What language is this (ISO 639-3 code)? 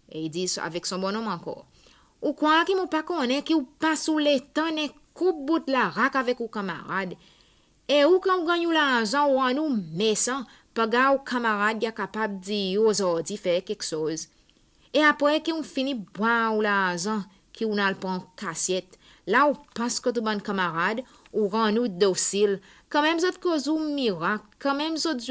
crs